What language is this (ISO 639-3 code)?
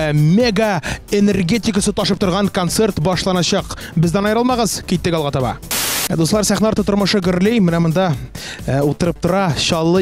tat